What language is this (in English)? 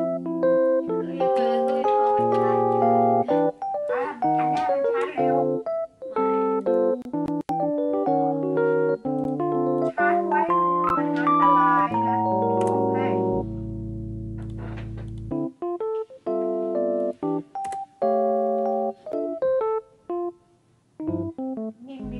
Thai